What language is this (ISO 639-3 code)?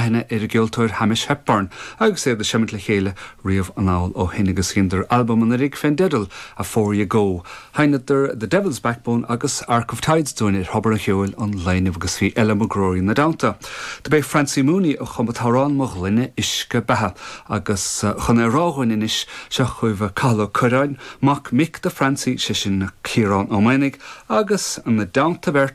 gle